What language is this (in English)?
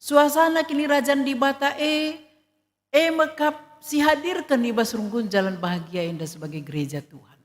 Batak Karo